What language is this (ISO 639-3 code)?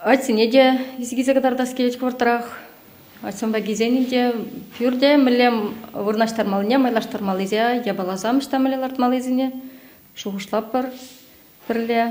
chv